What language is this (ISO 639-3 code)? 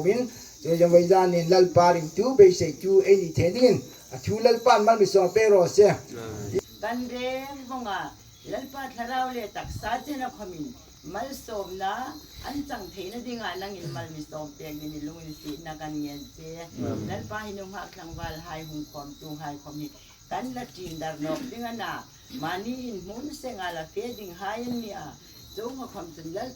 hmr